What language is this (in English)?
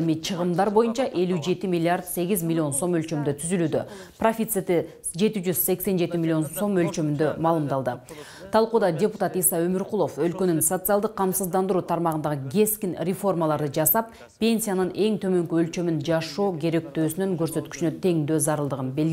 Kyrgyz